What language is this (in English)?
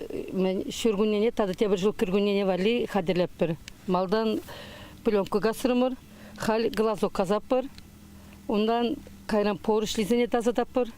Chuvash